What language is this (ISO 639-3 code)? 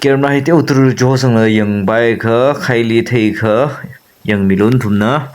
nmf